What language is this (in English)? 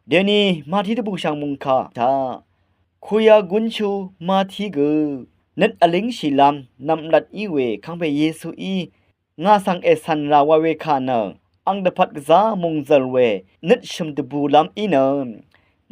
Rawang